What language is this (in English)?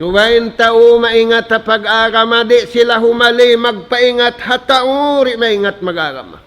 Tausug